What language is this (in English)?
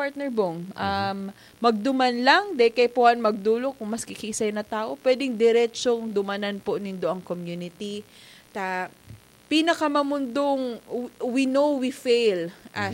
Bikol